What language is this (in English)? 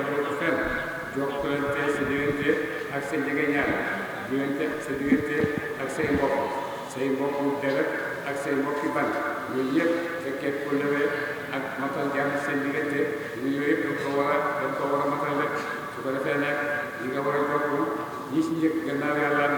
Wolof